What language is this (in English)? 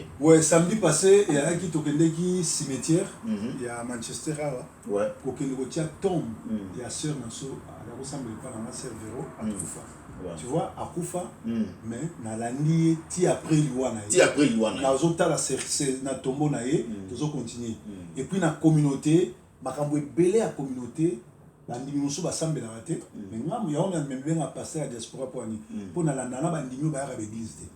Lingala